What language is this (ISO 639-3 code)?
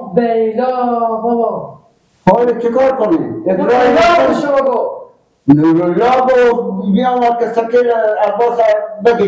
fas